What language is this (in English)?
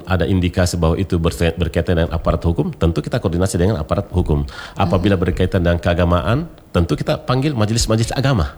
Indonesian